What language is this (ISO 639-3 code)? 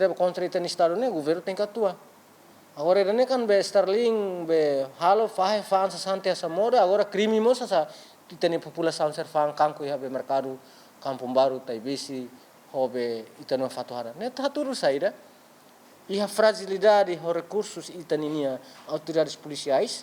tet